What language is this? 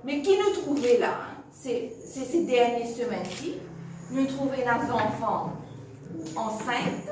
Morisyen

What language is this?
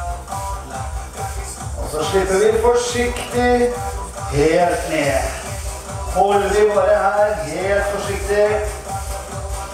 Norwegian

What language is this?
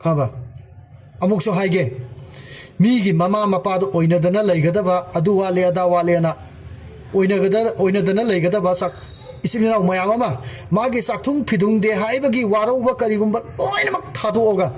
Manipuri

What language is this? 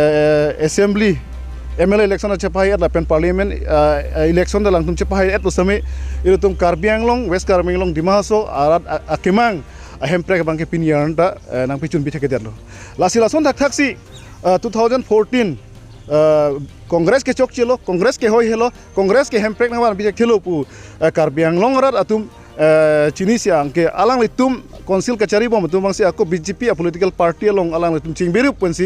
Karbi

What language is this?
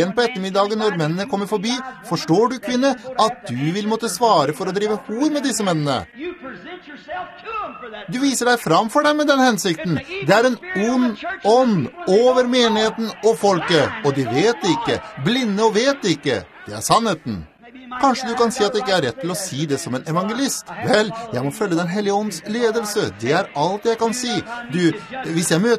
Norwegian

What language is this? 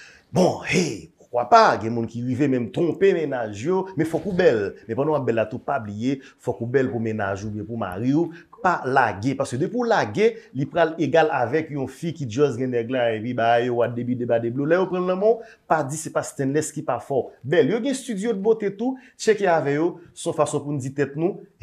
Haitian Creole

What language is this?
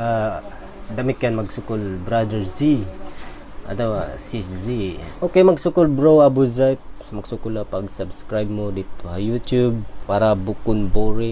Tausug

